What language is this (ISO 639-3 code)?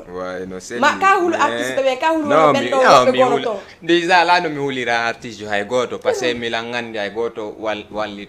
ful